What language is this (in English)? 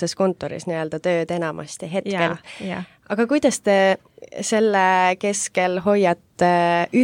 Estonian